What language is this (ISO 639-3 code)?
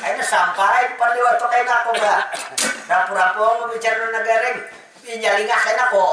bjn